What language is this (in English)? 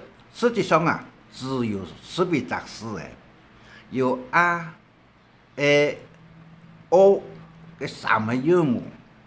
Hakka Chinese